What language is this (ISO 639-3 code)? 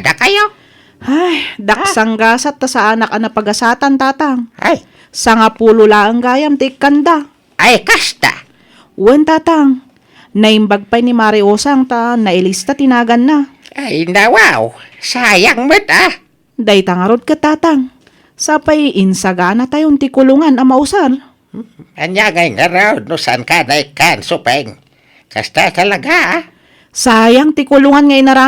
ilo